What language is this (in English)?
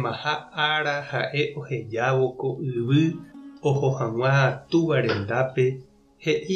Guarani